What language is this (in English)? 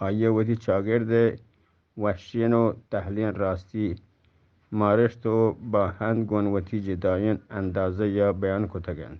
Eastern Balochi